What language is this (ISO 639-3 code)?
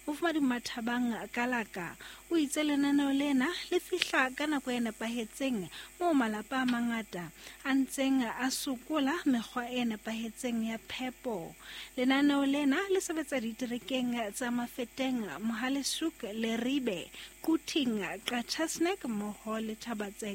sot